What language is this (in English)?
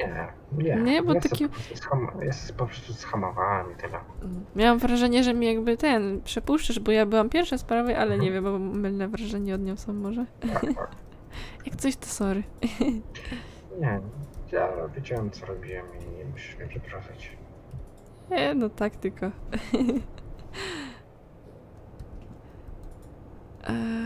Polish